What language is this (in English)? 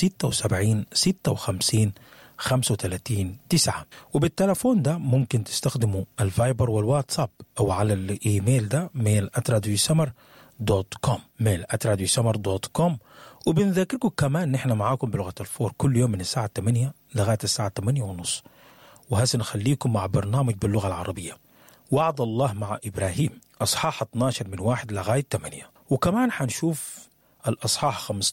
Sudanese Arabic